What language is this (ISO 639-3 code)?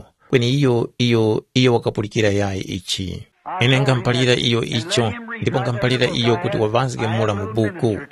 tum